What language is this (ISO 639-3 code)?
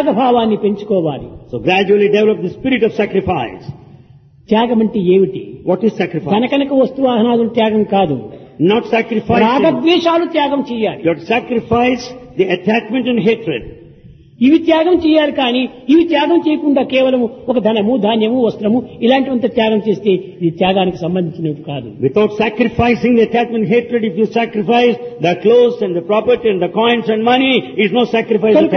tel